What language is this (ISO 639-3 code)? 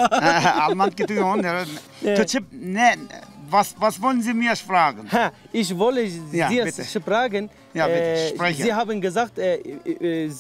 zza